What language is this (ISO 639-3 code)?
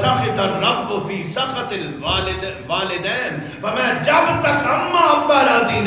skr